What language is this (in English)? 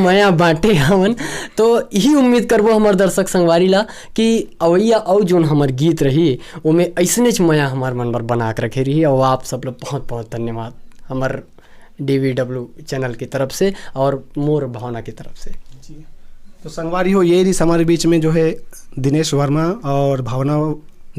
Chhattisgarhi